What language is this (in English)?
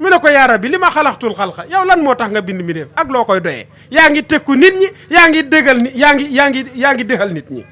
Wolof